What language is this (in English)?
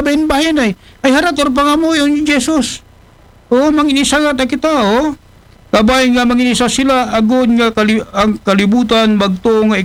Aklanon